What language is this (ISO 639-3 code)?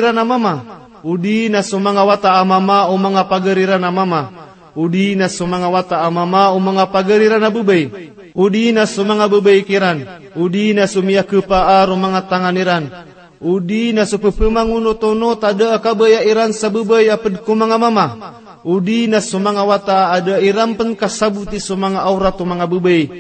mrw